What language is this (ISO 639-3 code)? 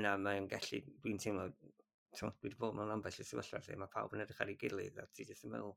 cym